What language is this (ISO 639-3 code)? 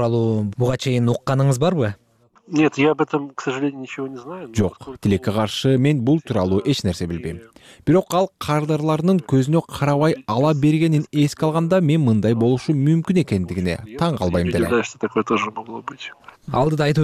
kir